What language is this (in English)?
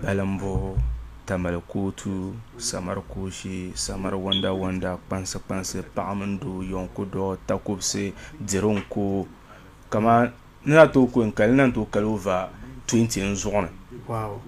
Dagbani